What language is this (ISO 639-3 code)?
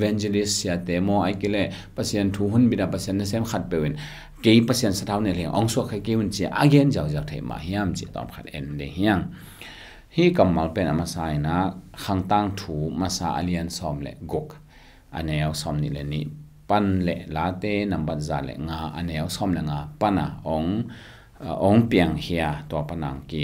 ctd